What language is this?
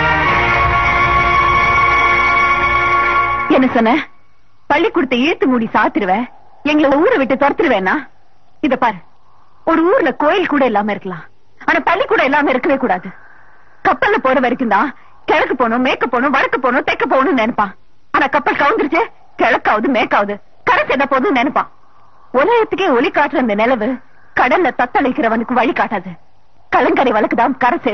Tamil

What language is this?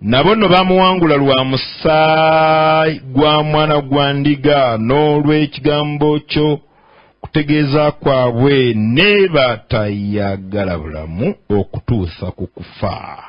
Ganda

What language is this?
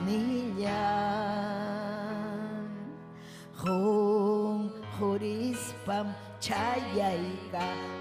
Ayacucho Quechua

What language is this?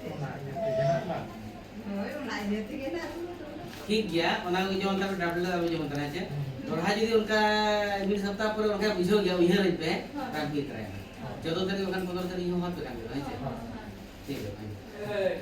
Santali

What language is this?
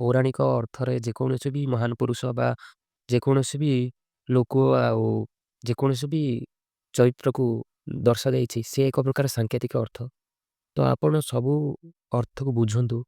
Odia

